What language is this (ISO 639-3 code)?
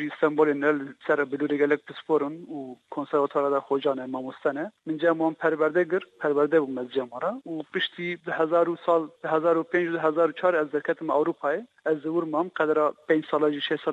kur